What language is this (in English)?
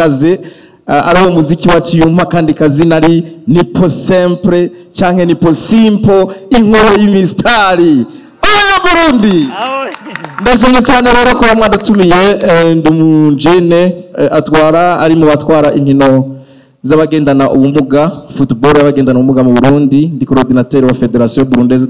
Rundi